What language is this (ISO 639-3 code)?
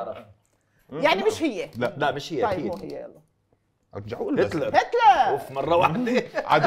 ajp